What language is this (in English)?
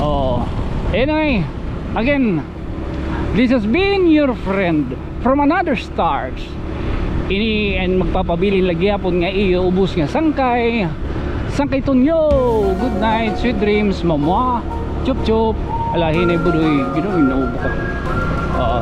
Waray